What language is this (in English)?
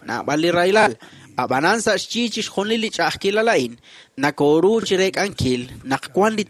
Kekchí